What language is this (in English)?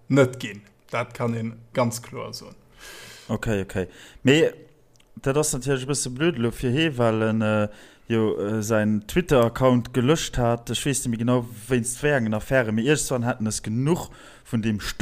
Luxembourgish